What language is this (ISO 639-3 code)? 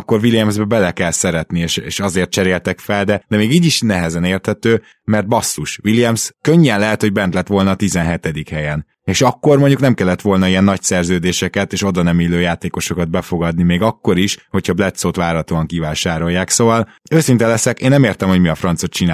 hun